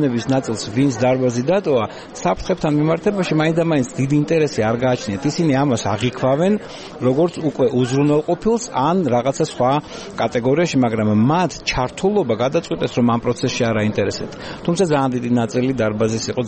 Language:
Georgian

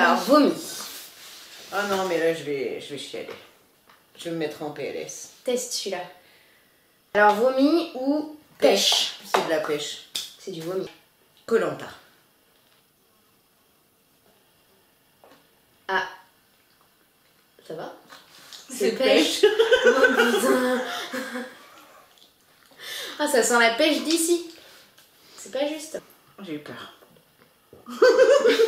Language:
French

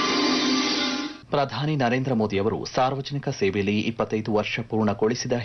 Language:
Kannada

